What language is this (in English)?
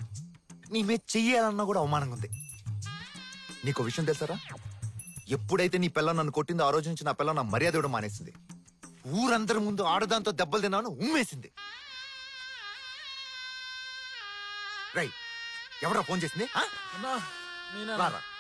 Telugu